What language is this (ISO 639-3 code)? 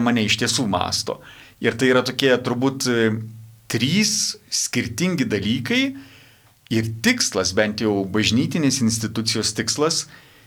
lit